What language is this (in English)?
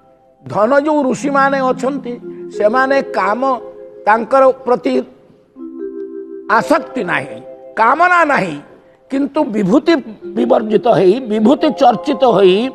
Odia